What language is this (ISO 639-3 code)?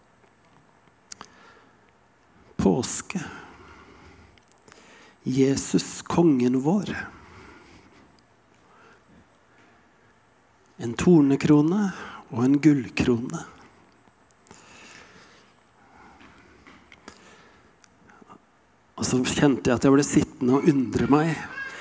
nor